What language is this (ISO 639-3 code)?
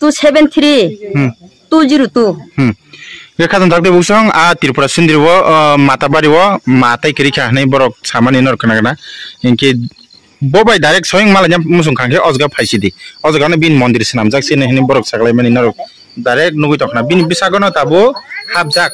trp